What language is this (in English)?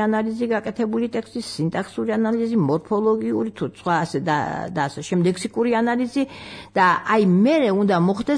Georgian